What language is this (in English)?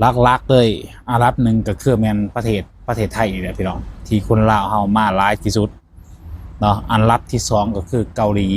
Lao